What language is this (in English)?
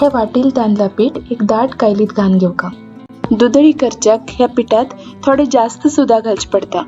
Konkani